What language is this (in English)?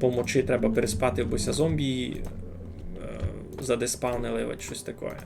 Rusyn